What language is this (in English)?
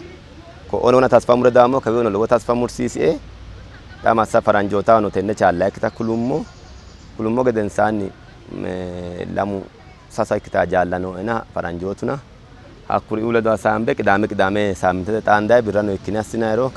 Sidamo